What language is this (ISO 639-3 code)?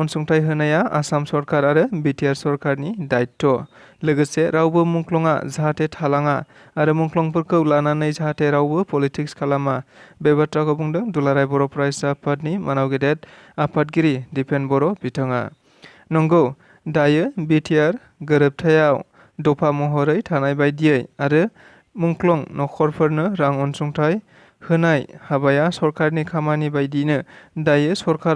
brx